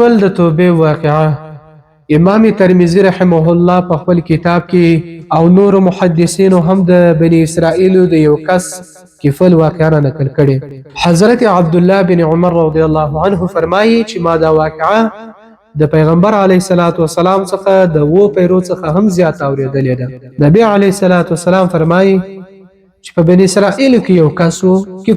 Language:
Pashto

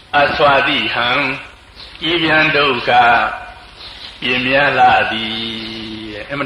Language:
Burmese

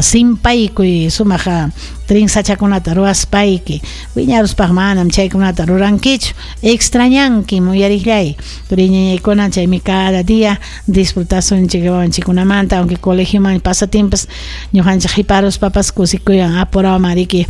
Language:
Ayacucho Quechua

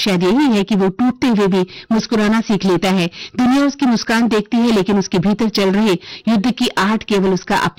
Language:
Hindi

